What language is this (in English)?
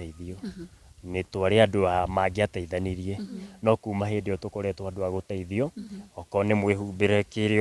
Kikuyu